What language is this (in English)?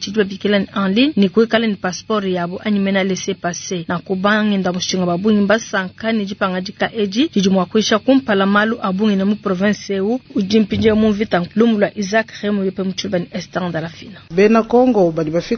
Luba-Lulua